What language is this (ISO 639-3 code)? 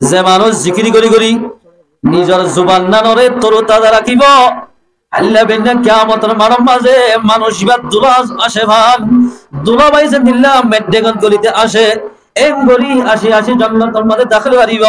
rhg